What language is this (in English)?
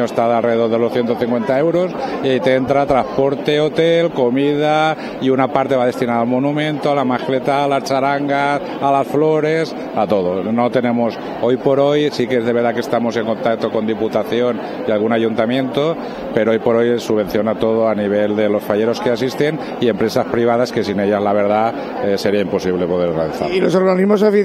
Spanish